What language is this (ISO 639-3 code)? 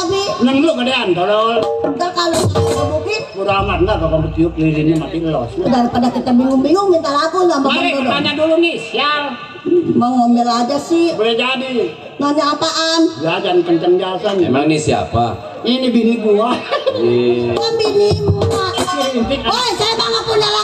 bew